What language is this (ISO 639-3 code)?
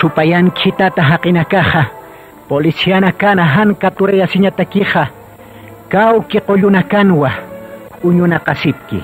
aym